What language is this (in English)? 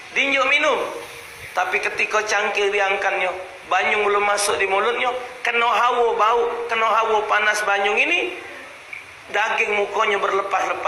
Musi